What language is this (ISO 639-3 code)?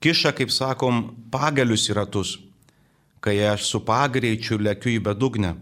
lit